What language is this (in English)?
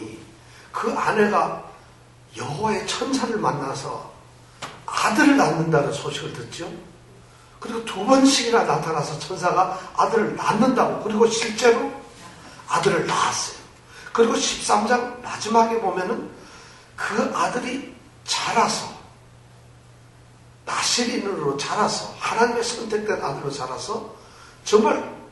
Korean